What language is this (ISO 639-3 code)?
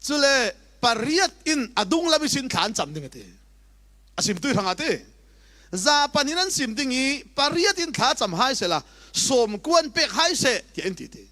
cfm